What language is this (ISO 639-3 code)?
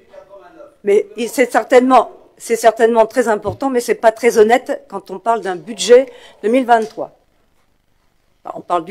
fra